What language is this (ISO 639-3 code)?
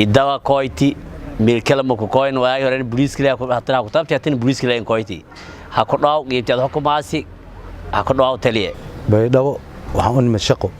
som